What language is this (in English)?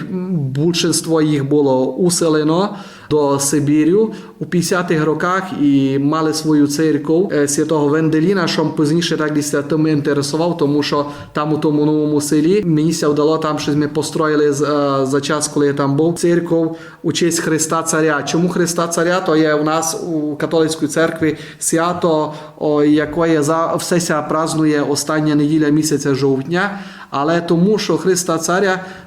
Rusyn